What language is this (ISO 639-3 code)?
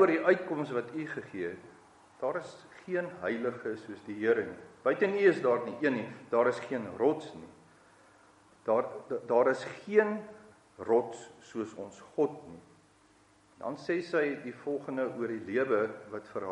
afr